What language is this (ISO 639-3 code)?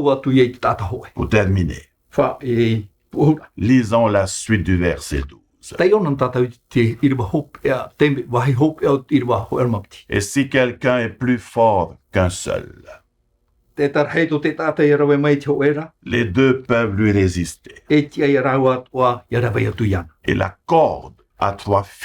tah